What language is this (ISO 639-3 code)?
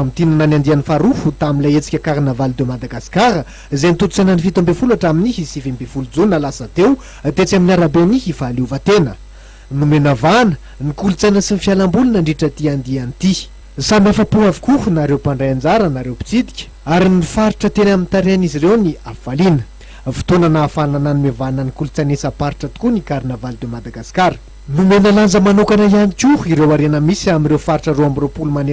mlg